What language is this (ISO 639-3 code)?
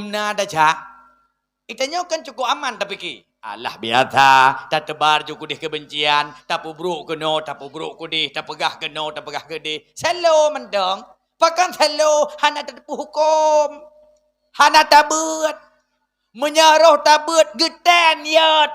ace